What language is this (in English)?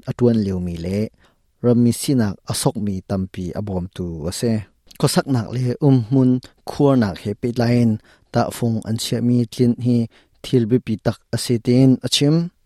Hakha Chin